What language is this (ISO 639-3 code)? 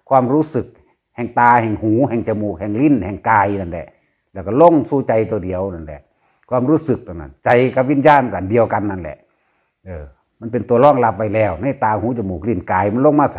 tts